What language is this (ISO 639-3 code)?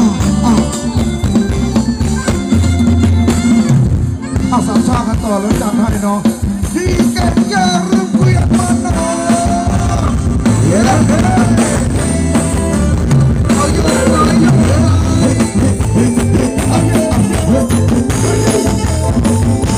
tha